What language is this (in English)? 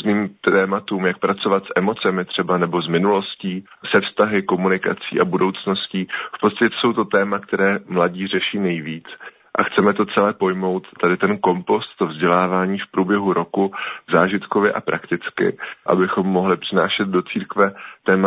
Czech